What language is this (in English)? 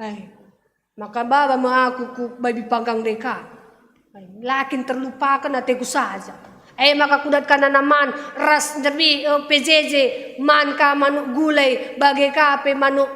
Batak Karo